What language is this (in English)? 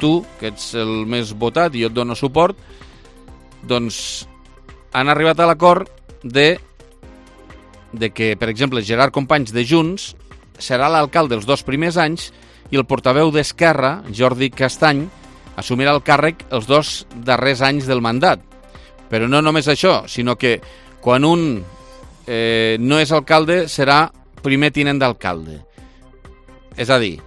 Catalan